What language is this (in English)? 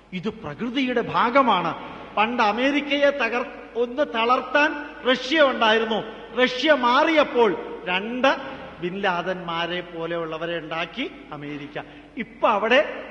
Malayalam